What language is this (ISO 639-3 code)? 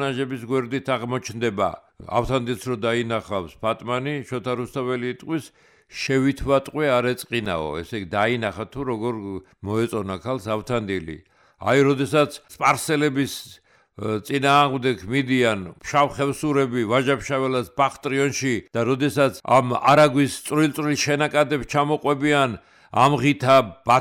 kat